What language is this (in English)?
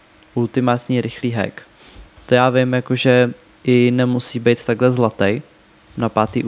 Czech